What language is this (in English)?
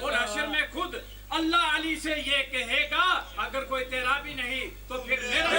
Pahari-Potwari